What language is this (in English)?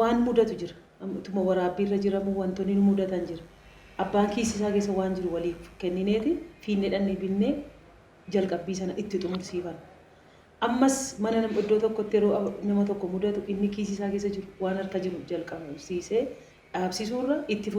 Oromo